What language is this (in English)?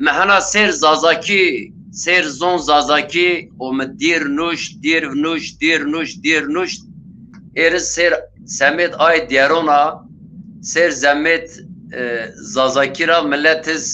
Zaza